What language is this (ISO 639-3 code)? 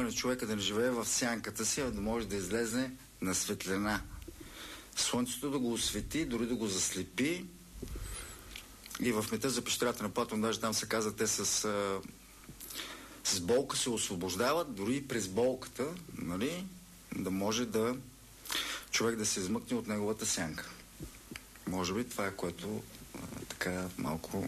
bul